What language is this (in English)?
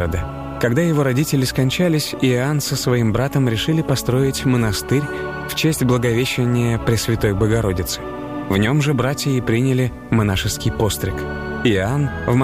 Russian